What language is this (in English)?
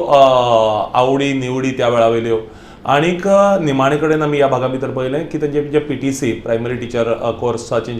Konkani